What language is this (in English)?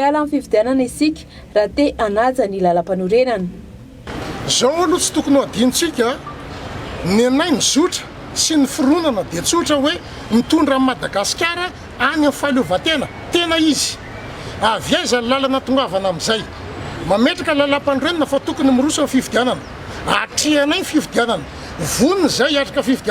Malagasy